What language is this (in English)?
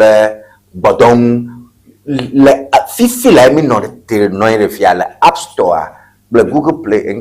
Ewe